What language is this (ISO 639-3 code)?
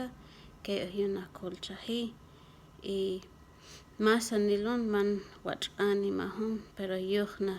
kjb